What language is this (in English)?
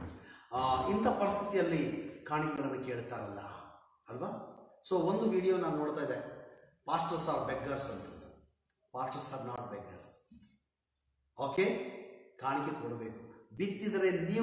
Kannada